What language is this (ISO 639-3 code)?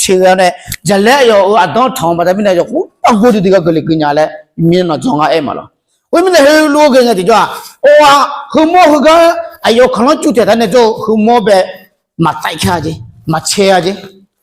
ahk